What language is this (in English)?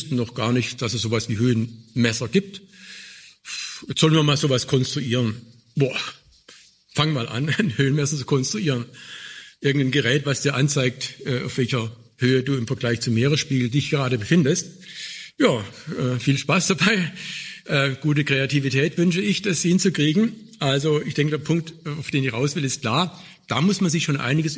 German